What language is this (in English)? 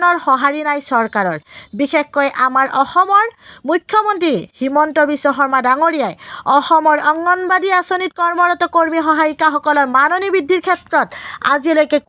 Assamese